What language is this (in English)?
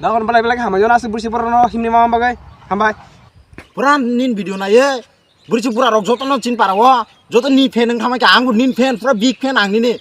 Kok Borok